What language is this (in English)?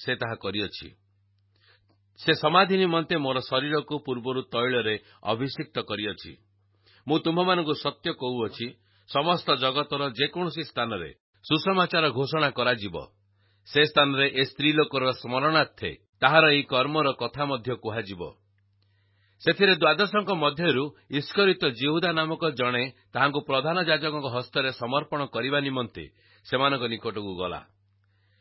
Odia